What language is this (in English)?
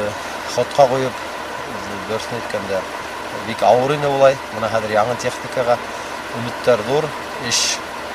Bashkir